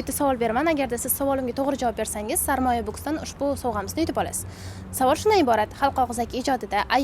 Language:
Uzbek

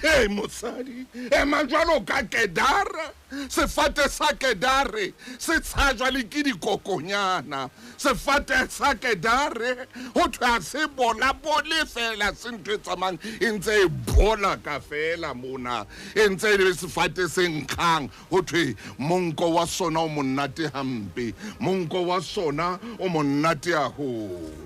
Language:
Southern Sotho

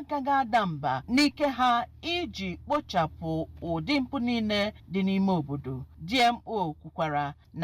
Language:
Igbo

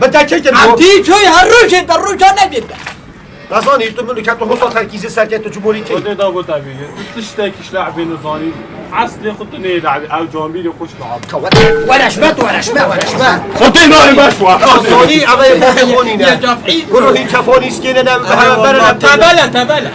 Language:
Kurdish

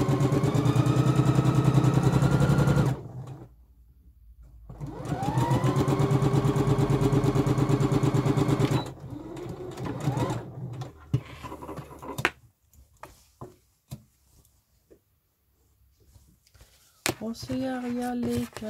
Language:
Swedish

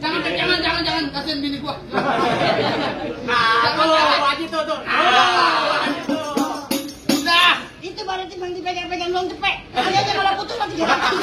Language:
Betawi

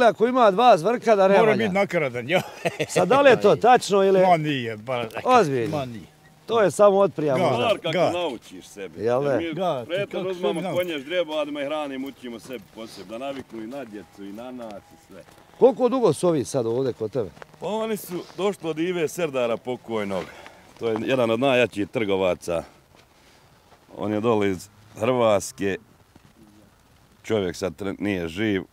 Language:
Bosnian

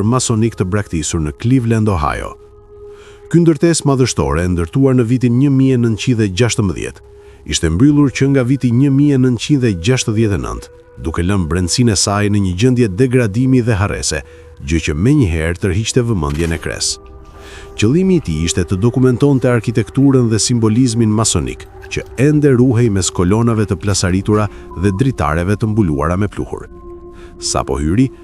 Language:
Albanian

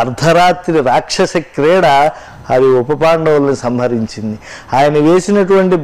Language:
Telugu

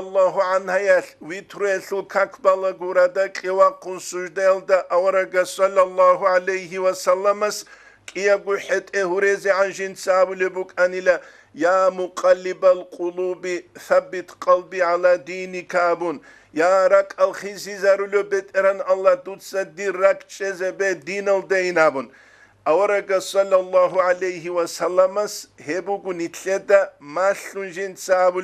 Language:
Avaric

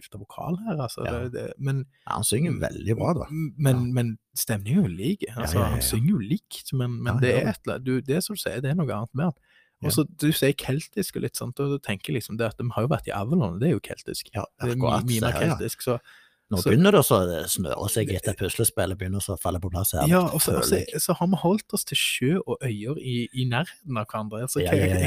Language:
Norwegian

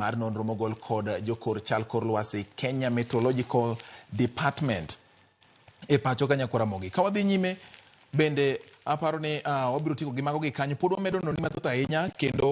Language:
Luo (Kenya and Tanzania)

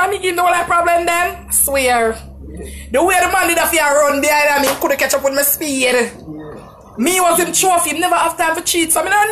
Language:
Jamaican Creole English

